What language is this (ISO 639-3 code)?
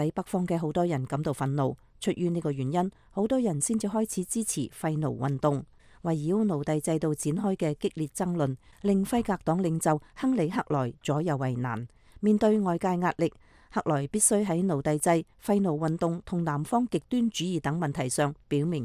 yue